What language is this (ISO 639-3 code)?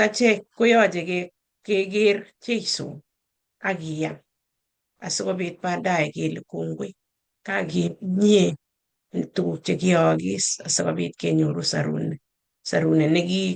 kln